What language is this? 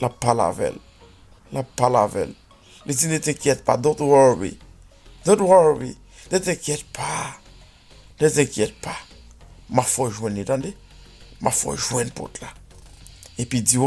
Haitian Creole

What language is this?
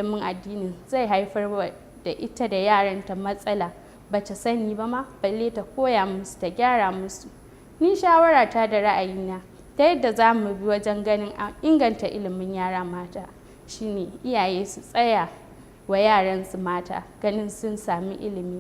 Hausa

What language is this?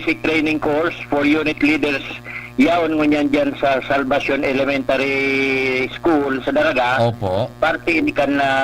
Bikol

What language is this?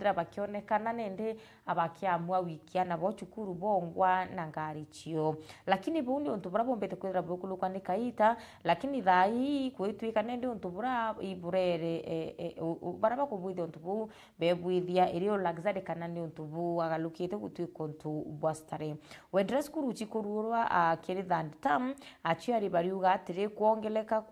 Meru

